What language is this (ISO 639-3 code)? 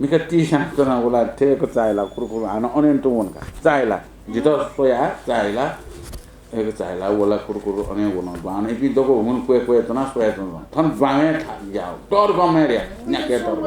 new